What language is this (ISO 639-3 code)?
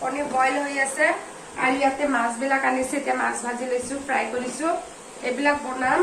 asm